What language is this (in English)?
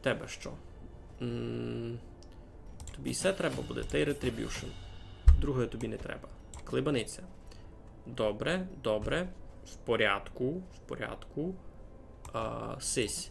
Rusyn